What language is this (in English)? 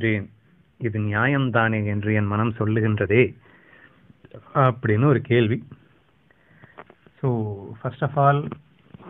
Tamil